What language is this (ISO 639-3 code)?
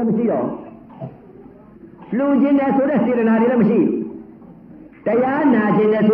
mya